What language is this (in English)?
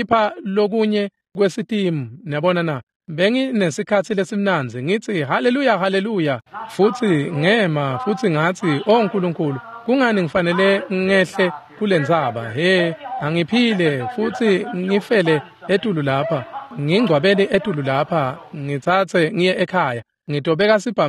Swati